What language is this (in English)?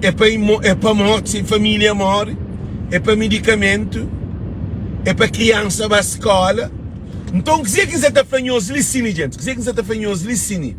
Kabuverdianu